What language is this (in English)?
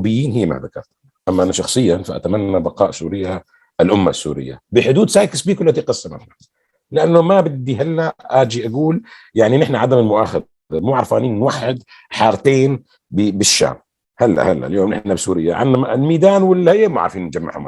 North Levantine Arabic